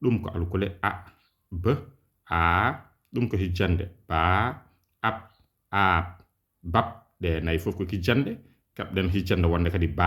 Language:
Fula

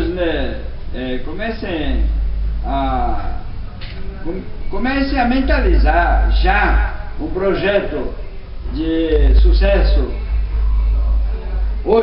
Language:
Portuguese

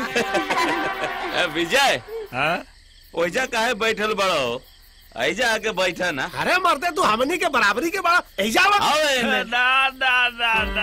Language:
Bhojpuri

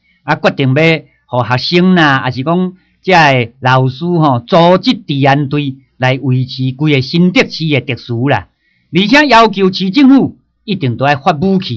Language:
Min Nan Chinese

